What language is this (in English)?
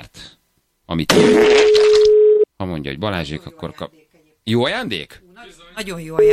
Hungarian